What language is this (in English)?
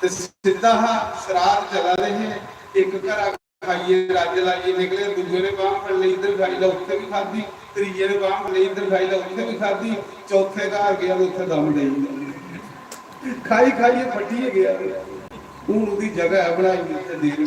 Dogri